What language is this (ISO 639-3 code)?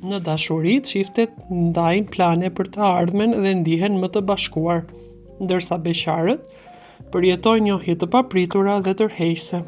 sqi